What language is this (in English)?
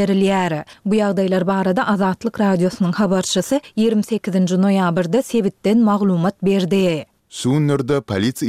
Turkmen